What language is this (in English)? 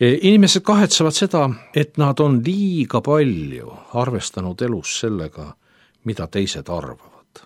Estonian